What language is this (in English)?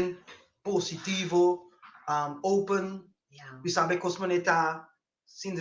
Papiamento